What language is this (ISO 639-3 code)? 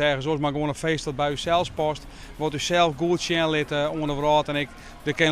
fry